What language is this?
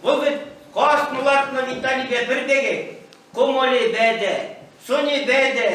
Chuvash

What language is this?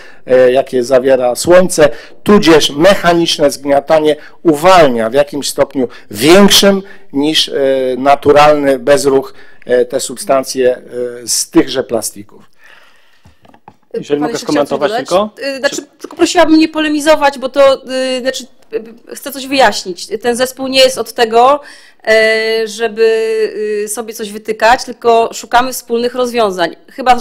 Polish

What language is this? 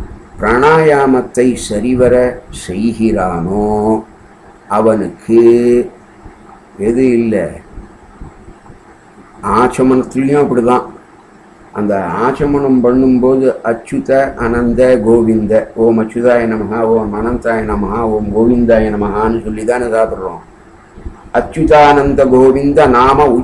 Tamil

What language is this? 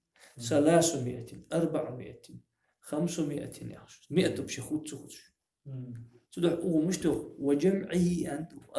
Ingush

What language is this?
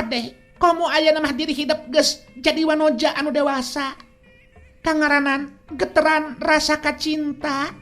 Sundanese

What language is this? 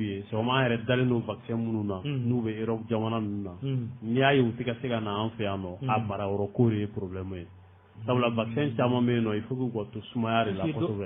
Bambara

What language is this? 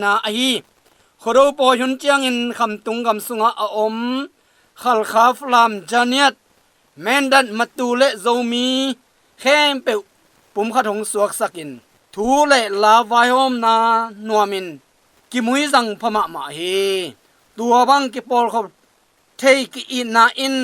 Tedim Chin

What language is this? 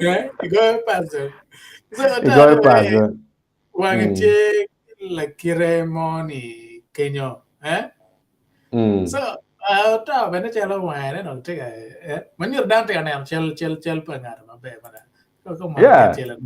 Acoli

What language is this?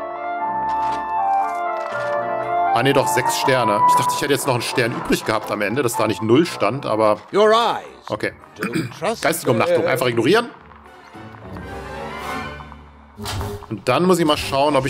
German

